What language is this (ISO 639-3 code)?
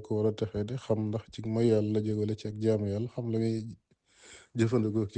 wol